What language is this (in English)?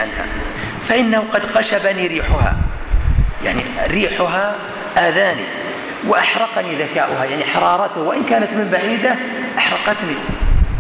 Arabic